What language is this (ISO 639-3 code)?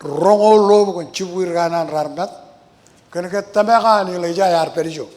mah